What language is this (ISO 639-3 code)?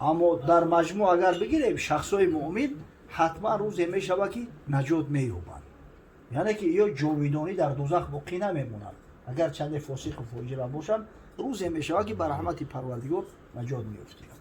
tgk